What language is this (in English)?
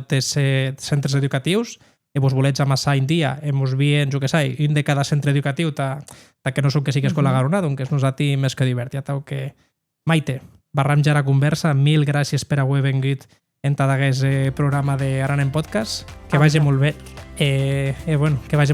Occitan